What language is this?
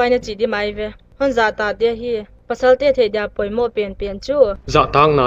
Paite Chin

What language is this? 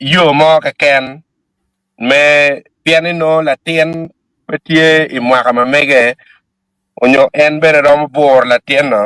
Acoli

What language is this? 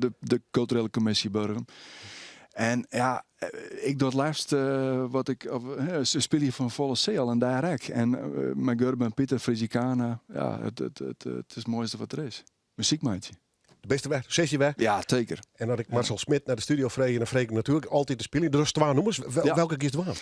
Western Frisian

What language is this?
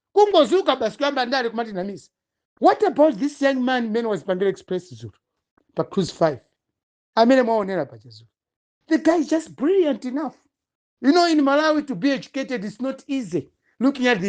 Nyanja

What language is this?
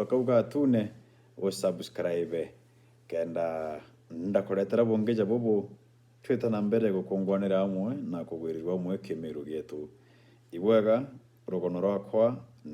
Meru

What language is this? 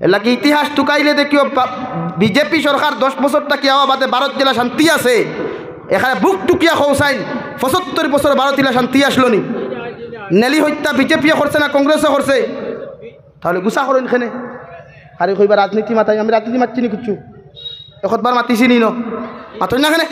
Sylheti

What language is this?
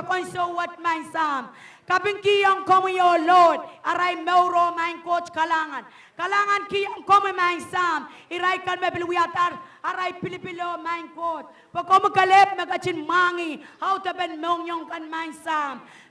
Pohnpeian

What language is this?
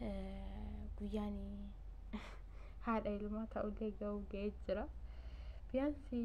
Oromo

